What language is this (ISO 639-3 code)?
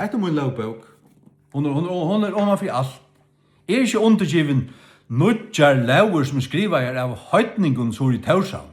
fao